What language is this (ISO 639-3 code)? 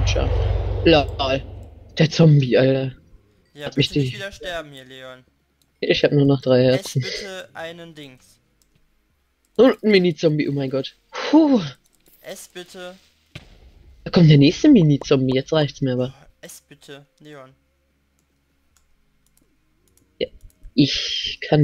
deu